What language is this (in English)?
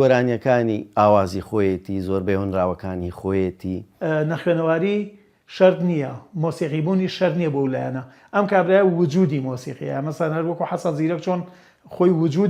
Central Kurdish